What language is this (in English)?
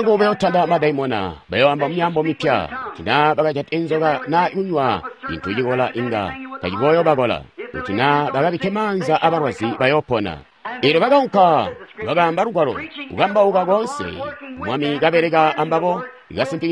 Tonga (Zambia)